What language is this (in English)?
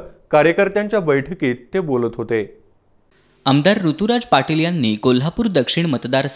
Marathi